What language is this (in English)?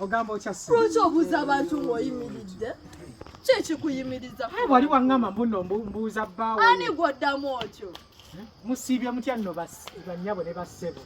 Ganda